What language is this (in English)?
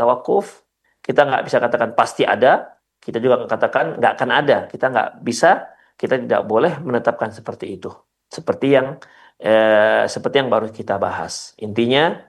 Indonesian